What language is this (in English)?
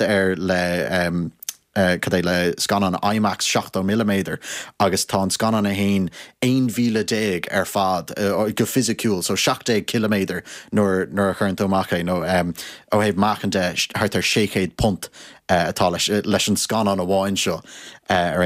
Irish